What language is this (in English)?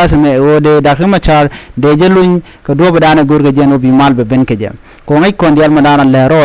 Nuer